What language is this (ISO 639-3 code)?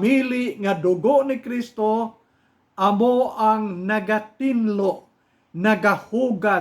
hil